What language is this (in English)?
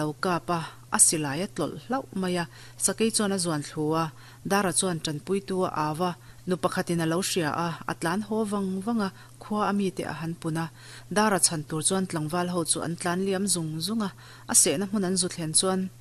Mizo